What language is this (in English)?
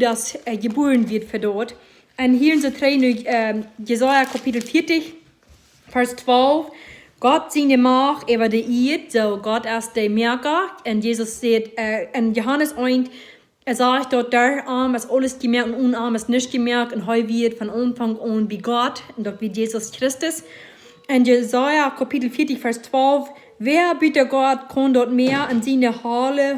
Plautdietsch